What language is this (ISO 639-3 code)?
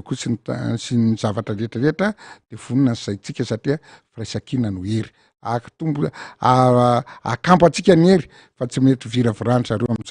mlg